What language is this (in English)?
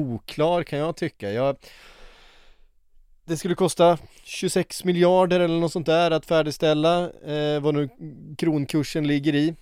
Swedish